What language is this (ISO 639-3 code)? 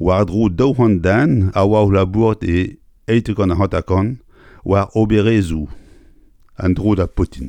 bre